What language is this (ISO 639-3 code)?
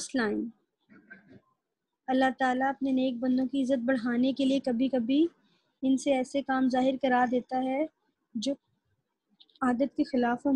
urd